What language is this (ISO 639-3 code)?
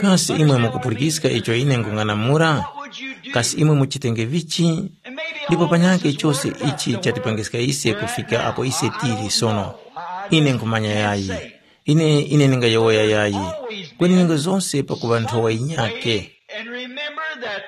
tum